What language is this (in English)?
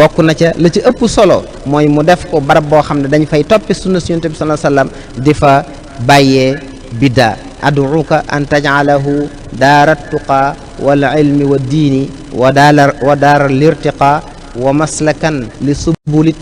Wolof